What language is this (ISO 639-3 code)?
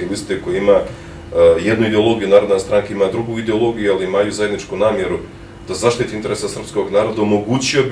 bos